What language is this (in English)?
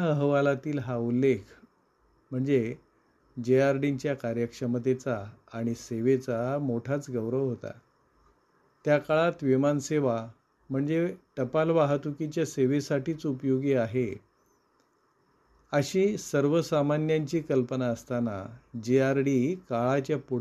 Marathi